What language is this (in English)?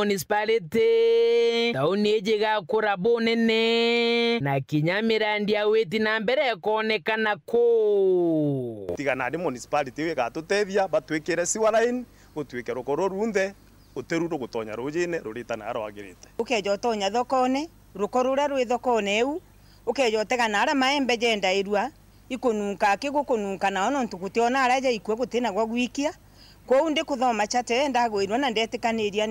Meru